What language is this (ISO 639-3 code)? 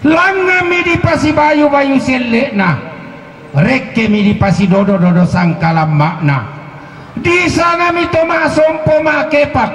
sda